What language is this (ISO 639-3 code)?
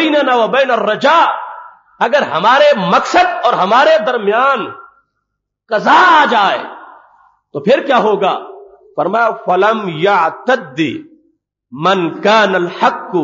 urd